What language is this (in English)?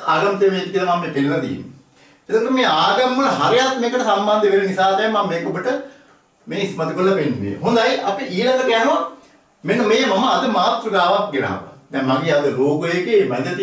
Sinhala